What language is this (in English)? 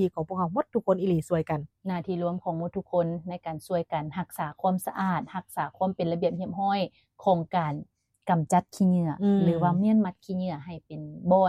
Lao